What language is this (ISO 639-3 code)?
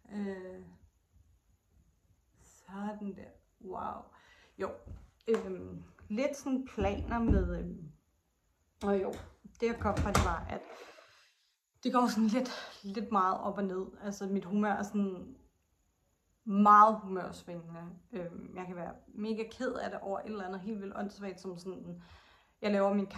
dan